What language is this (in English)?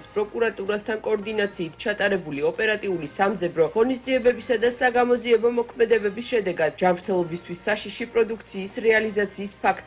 Georgian